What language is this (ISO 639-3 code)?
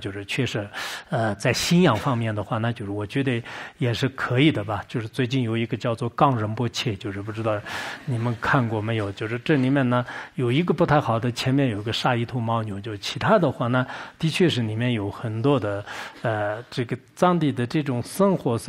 zho